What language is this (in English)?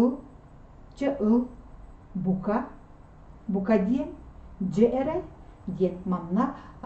Yakut